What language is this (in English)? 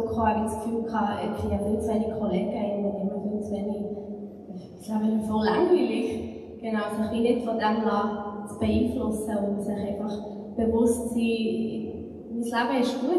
Swiss German